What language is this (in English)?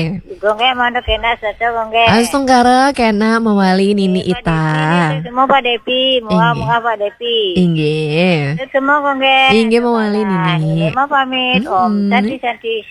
Balinese